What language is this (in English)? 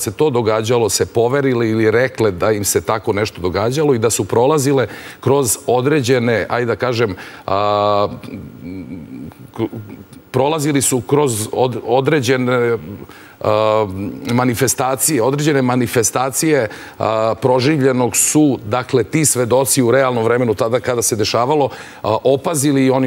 Serbian